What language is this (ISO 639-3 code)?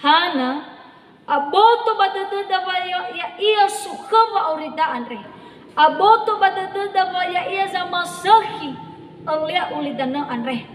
nia